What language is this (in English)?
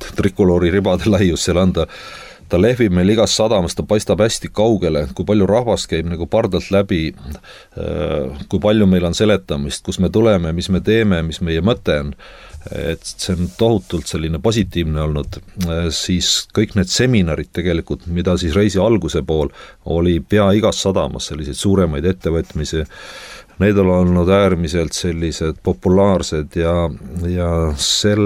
Estonian